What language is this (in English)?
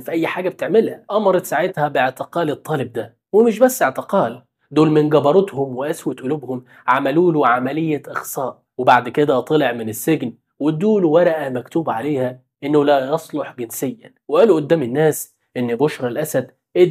Egyptian Arabic